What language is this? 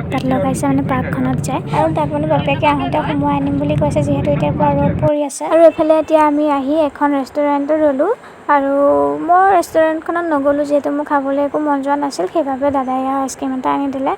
Assamese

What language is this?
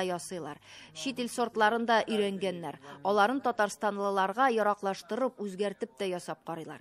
Tatar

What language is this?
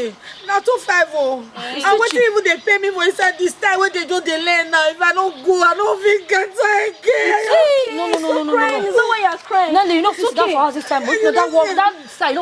Nigerian Pidgin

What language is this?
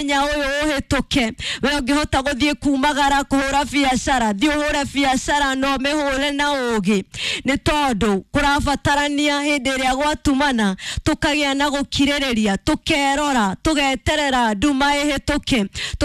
Kikuyu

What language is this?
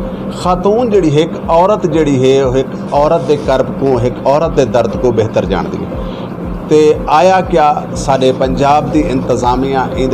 Saraiki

